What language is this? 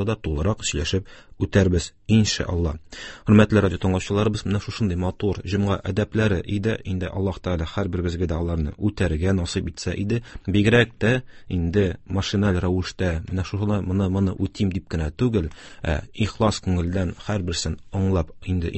Tatar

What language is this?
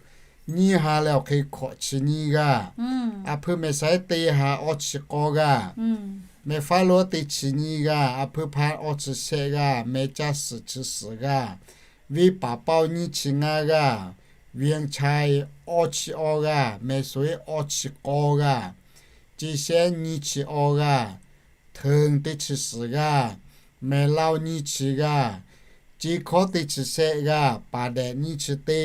Lahu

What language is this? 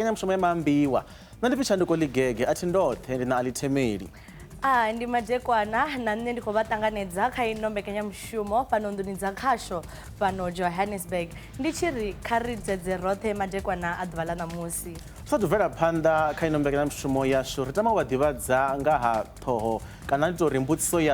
Venda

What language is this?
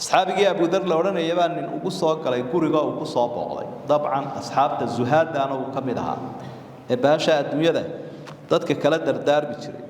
Somali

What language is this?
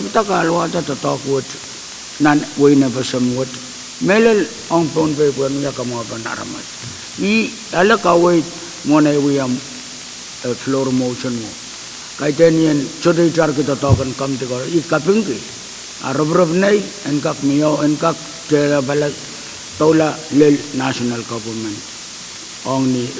Pohnpeian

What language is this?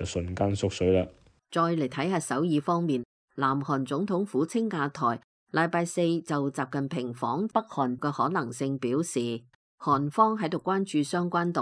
Cantonese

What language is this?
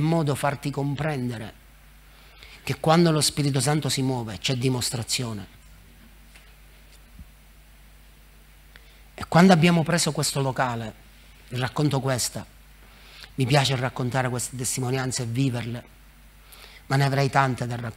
Italian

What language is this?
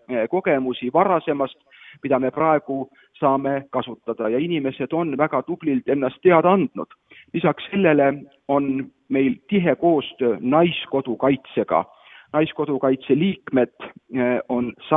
Estonian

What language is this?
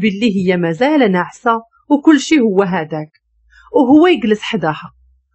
Moroccan Arabic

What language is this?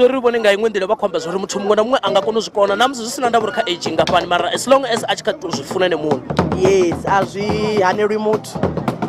Venda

